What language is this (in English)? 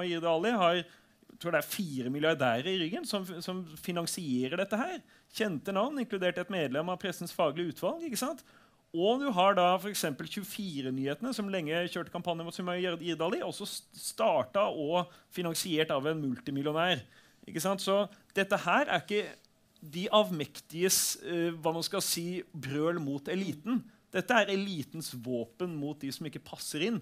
Norwegian